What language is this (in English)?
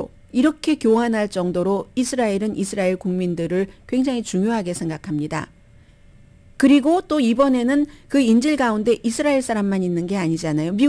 Korean